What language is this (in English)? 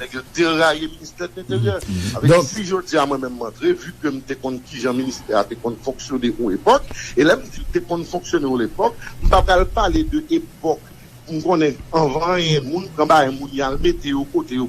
Haitian Creole